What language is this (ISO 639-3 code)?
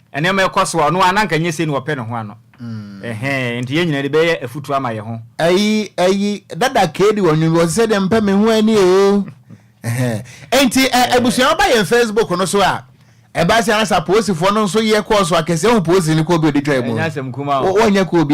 aka